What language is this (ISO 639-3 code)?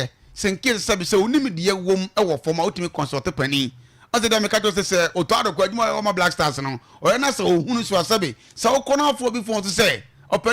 aka